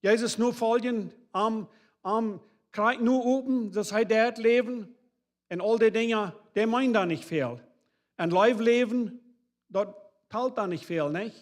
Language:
Plautdietsch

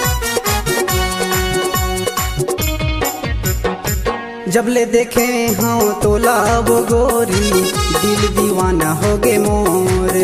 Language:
Chhattisgarhi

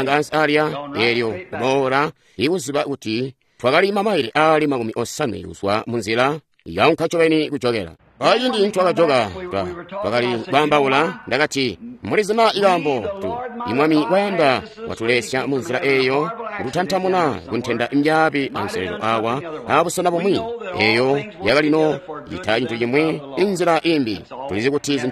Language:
Tonga (Zambia)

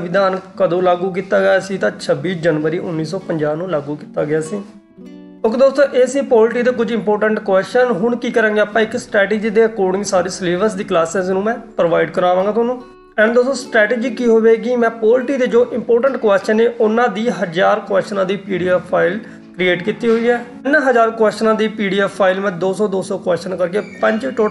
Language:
Punjabi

